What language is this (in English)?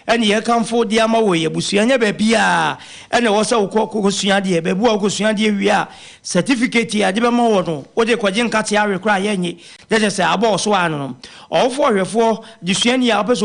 Akan